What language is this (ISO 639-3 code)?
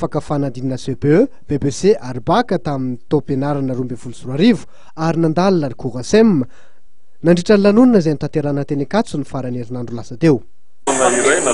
mlg